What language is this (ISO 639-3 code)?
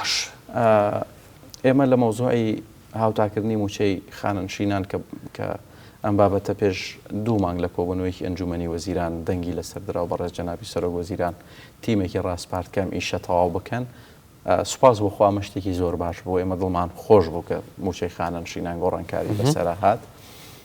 ckb